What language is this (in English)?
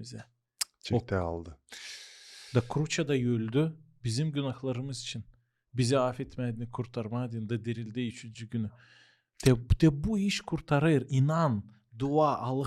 Gagauz